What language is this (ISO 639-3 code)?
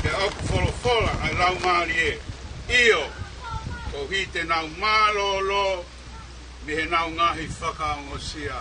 ton